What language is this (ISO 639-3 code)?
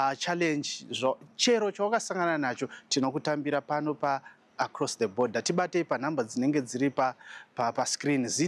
sna